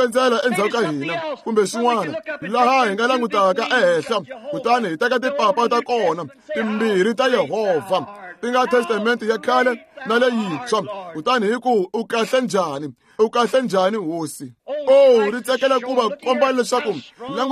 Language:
Tsonga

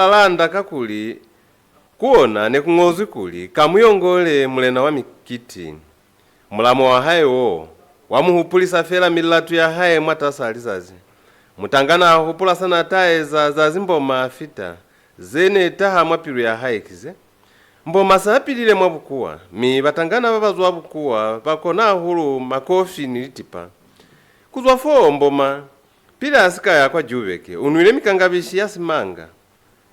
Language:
Lozi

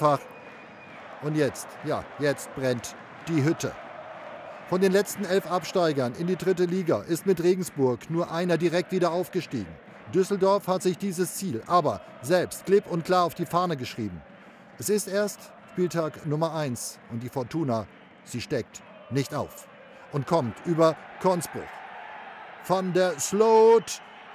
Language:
German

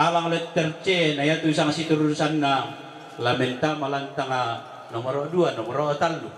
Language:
Toraja-Sa'dan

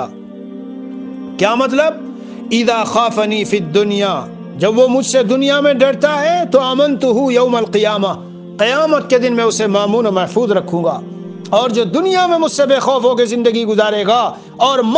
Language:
Urdu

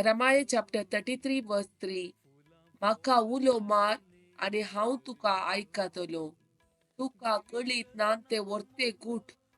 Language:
Konkani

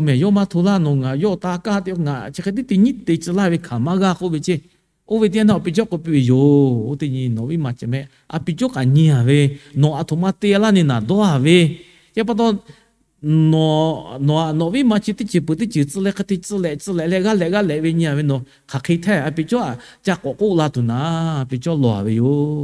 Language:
Lahu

